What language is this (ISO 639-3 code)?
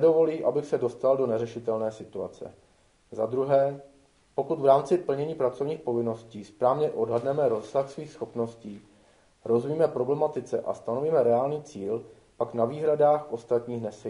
ces